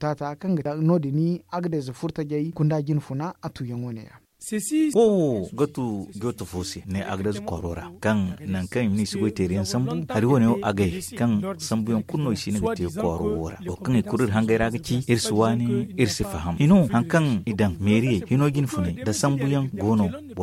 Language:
Zarma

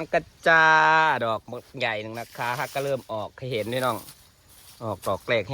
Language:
Northeastern Thai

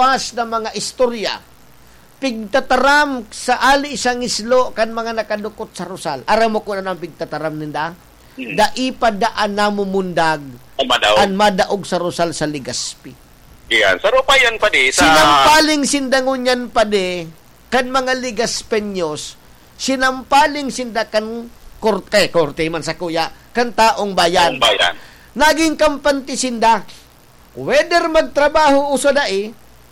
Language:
Bikol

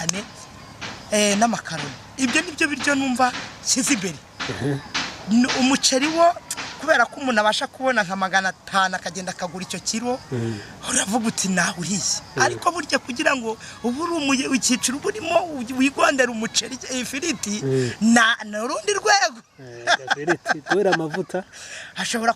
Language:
Kinyarwanda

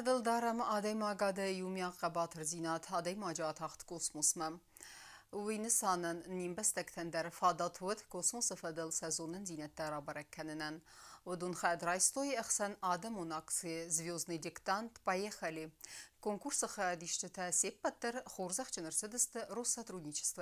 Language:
Ossetic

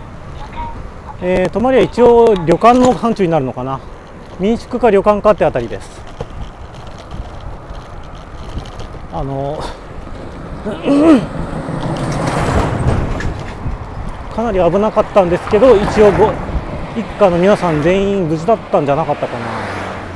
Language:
Japanese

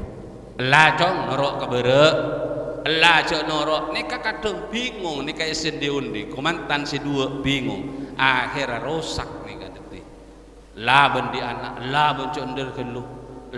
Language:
Madurese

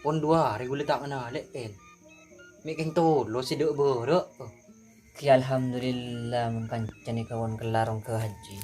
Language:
Madurese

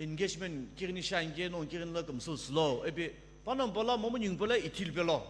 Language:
Sumi Naga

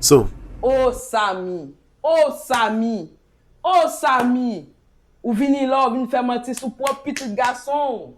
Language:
Haitian Creole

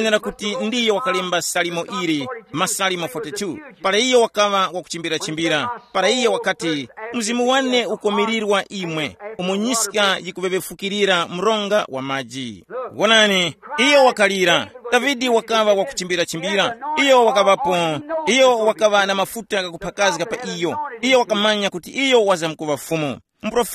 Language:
Tumbuka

